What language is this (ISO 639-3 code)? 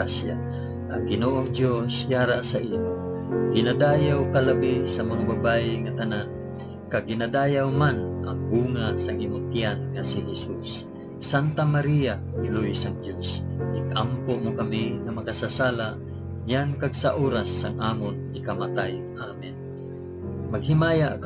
hil